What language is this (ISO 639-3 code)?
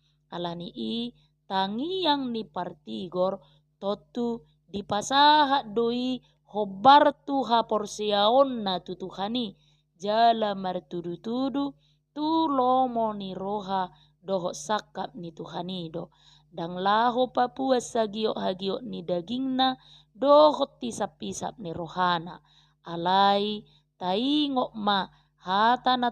bbc